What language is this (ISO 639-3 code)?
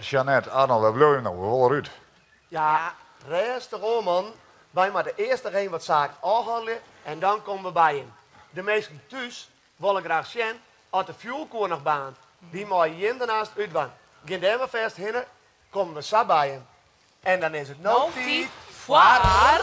fry